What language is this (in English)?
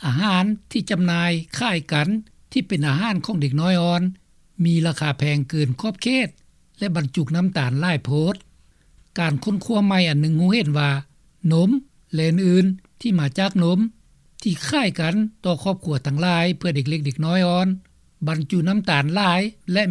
Lao